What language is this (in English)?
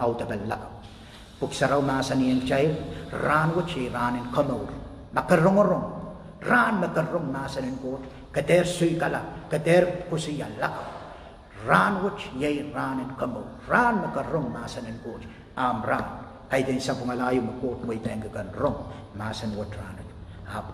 Pohnpeian